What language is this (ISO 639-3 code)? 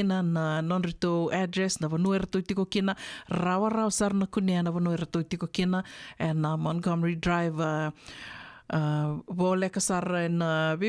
fij